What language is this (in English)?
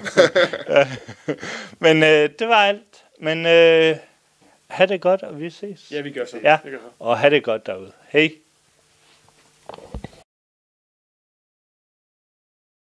Danish